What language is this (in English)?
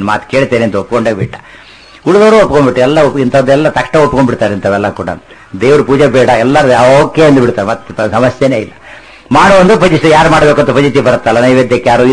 Kannada